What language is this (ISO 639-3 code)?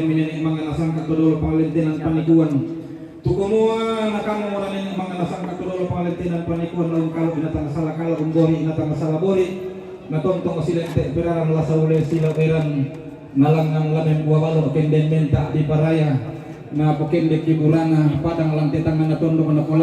sda